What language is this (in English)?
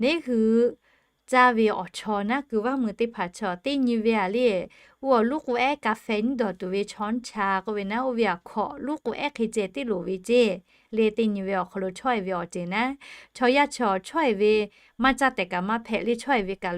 Lahu